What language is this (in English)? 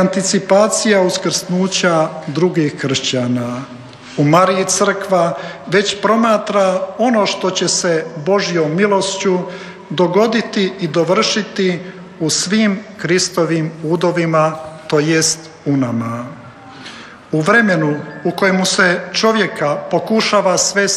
Croatian